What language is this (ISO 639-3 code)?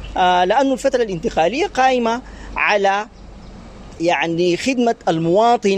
apd